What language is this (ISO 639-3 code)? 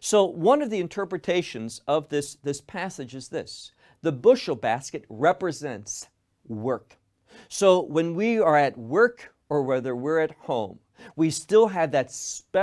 eng